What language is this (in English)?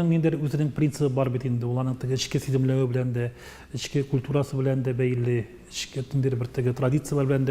Tatar